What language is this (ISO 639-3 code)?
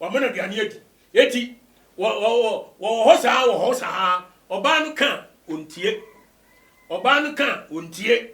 aka